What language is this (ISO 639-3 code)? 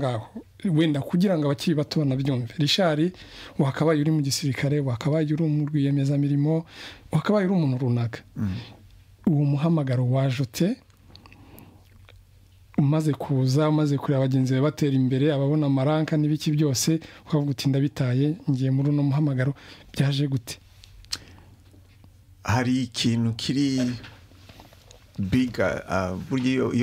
kin